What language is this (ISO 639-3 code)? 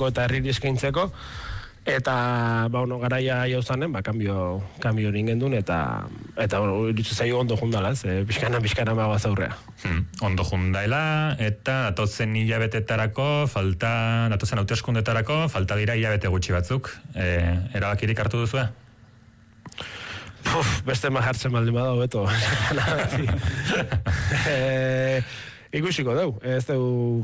eus